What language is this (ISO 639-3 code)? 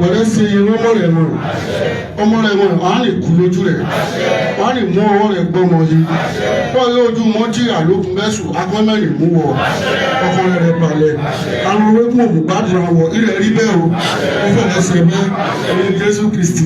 yor